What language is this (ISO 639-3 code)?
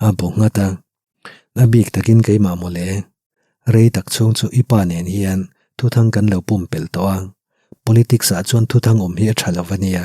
lus